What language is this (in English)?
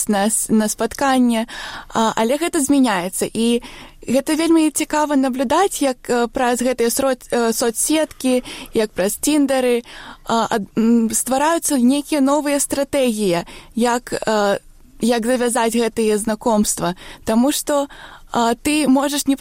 Belarusian